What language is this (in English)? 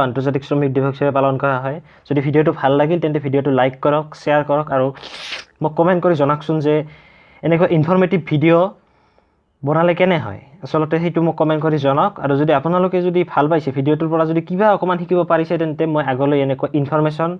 Assamese